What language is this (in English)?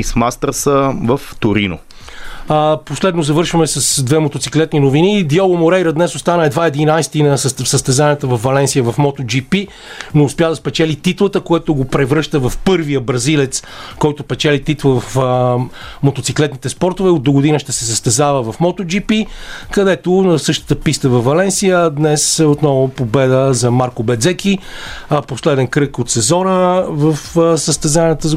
Bulgarian